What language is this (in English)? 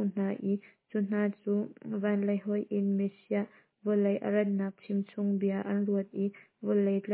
Hakha Chin